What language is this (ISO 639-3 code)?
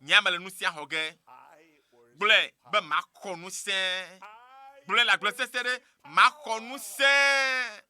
ewe